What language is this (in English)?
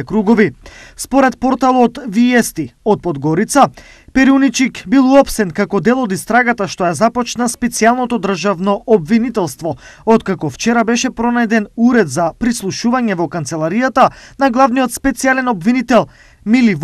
Macedonian